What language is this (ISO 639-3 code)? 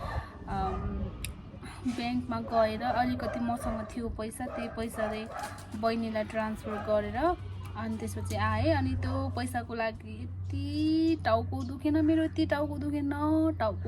nep